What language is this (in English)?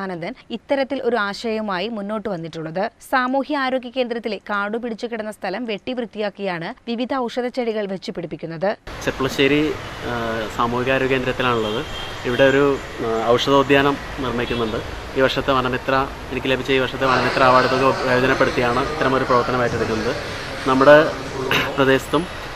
Malayalam